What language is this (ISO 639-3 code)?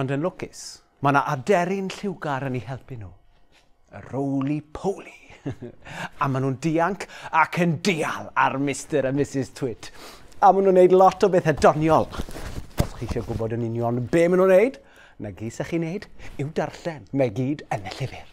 cym